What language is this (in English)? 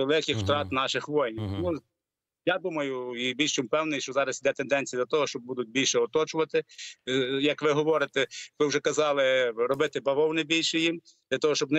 Ukrainian